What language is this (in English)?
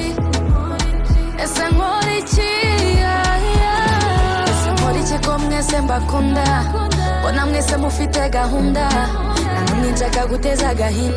Kinyarwanda